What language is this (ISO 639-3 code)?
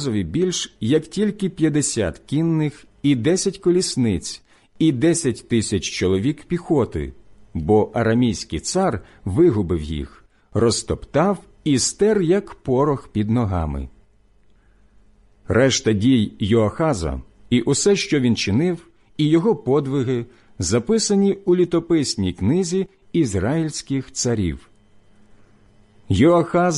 ukr